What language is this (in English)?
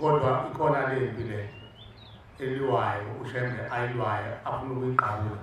Zulu